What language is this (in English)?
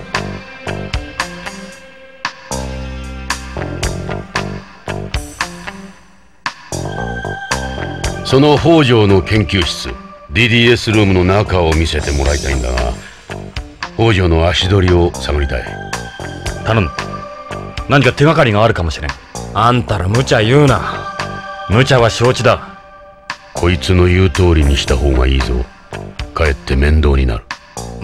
Japanese